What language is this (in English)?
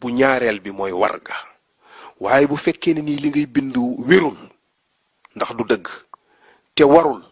Wolof